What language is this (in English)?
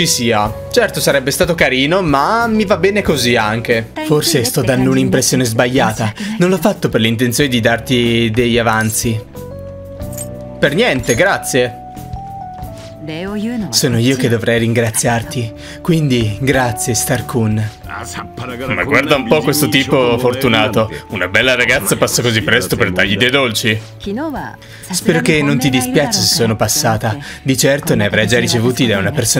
Italian